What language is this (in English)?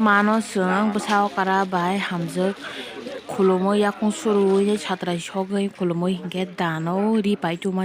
Kok Borok